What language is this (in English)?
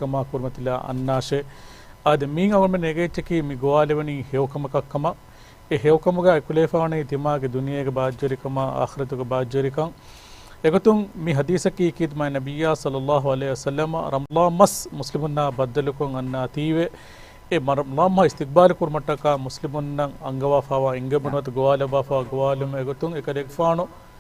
Divehi